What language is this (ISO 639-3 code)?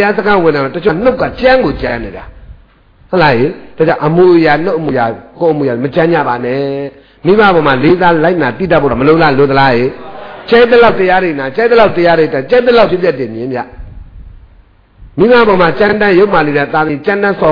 mya